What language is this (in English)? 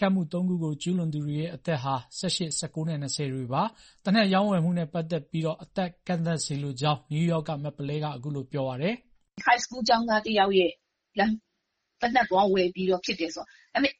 Burmese